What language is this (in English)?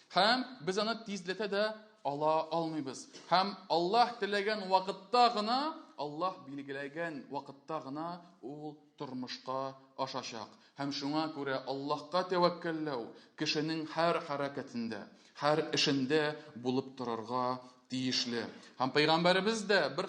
Tatar